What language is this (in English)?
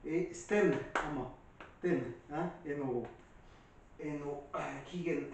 Breton